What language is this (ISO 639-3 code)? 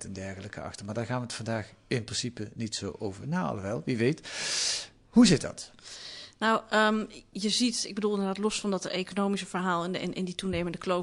nld